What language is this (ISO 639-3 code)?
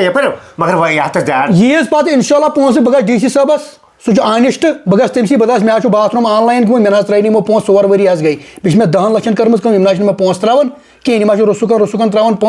kas